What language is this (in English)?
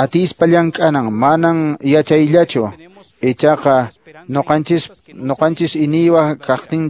Quechua